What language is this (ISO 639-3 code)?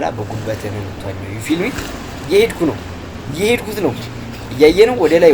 amh